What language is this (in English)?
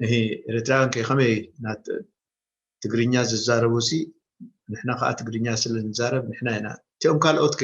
Tigrinya